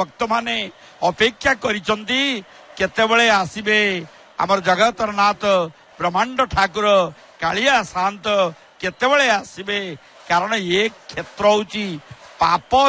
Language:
Odia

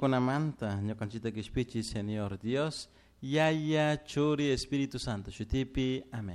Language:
Chimborazo Highland Quichua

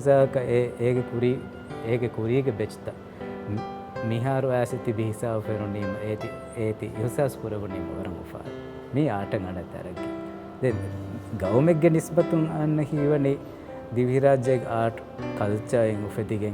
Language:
Divehi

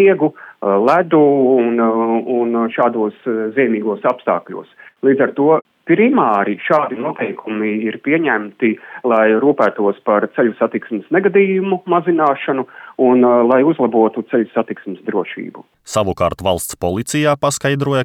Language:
Latvian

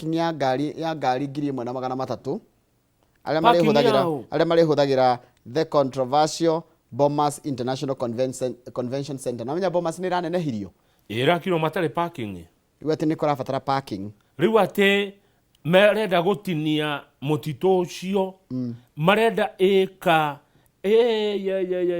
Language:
Kikuyu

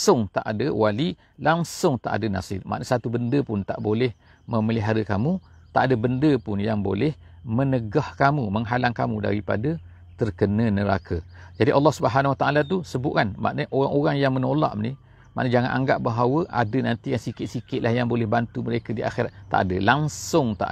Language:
Malay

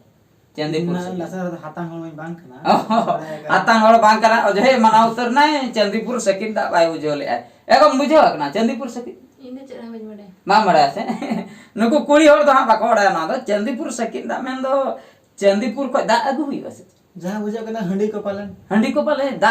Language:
Santali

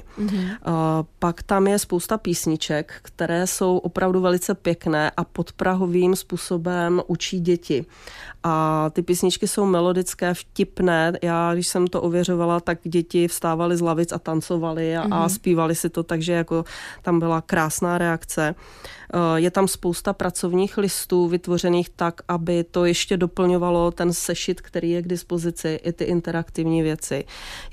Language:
Czech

